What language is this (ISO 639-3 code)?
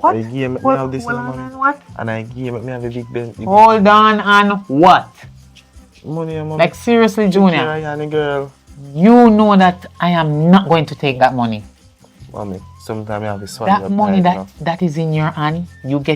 jam